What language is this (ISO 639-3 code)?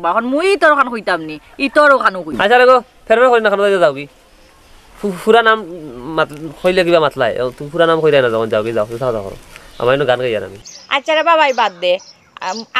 syl